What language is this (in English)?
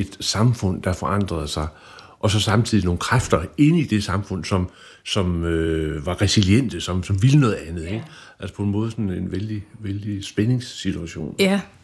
Danish